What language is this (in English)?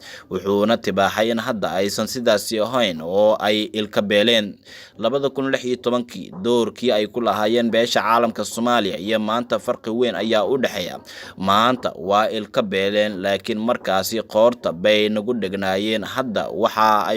Somali